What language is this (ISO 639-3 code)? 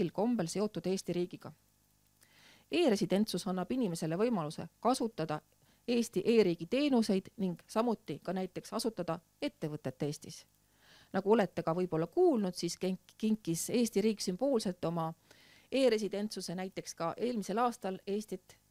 est